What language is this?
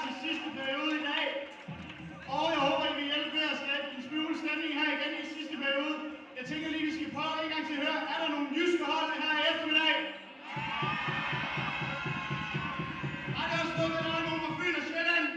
Danish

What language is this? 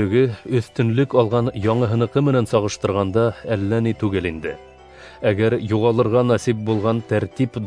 Bashkir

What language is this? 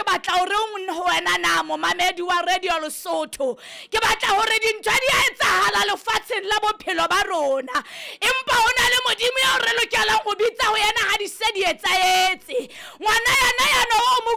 Southern Sotho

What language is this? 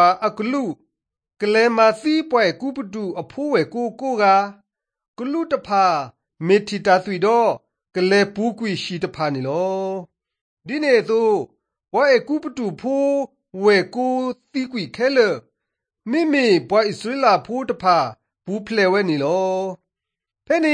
Burmese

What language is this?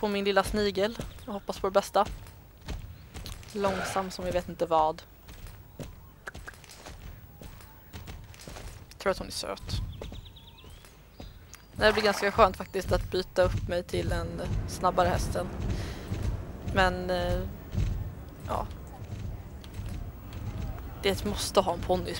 Swedish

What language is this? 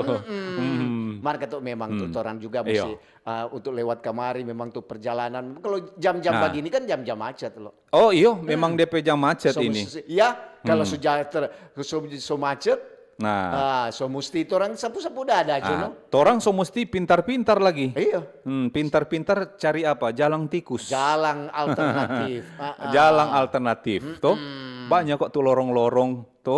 Manado Malay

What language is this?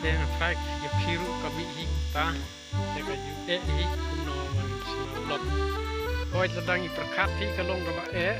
Khasi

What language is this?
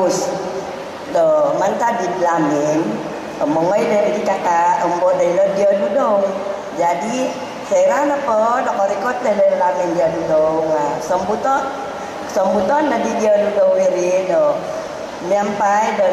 Central Dusun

